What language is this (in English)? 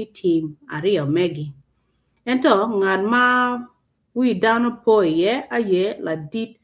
Acoli